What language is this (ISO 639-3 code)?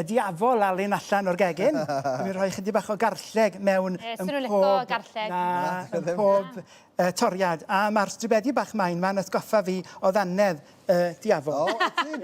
cym